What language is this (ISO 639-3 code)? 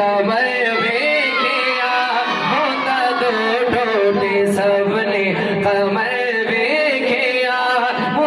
skr